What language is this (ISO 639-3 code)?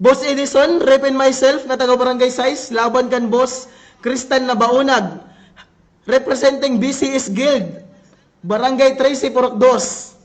war